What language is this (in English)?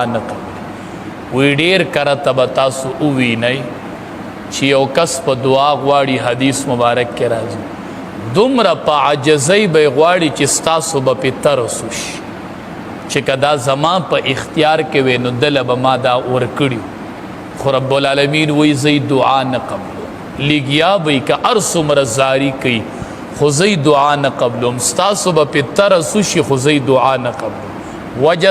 Pashto